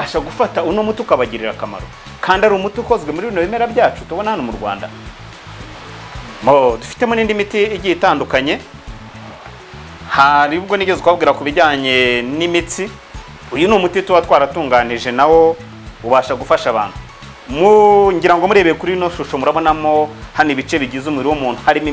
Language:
Kinyarwanda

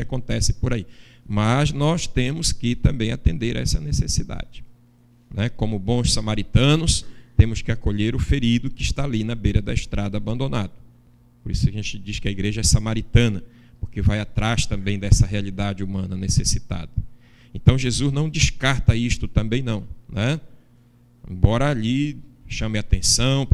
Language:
Portuguese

